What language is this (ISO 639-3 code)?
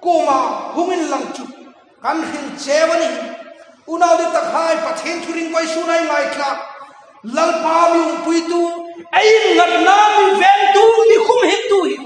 hmr